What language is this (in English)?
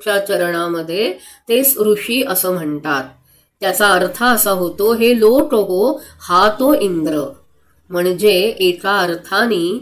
Marathi